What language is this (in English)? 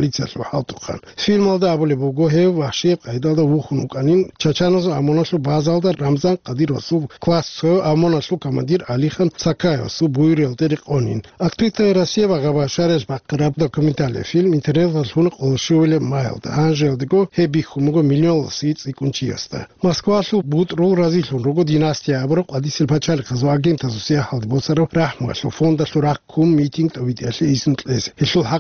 Avaric